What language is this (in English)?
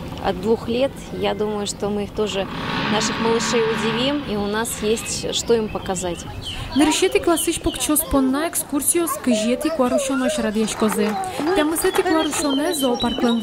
Udmurt